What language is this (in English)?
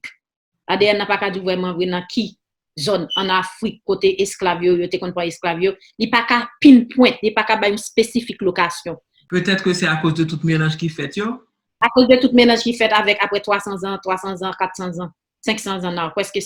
Haitian Creole